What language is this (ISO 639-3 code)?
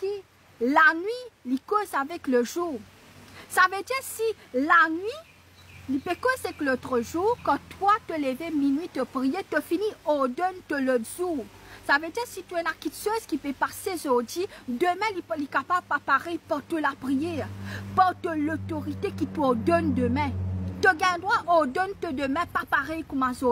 mfe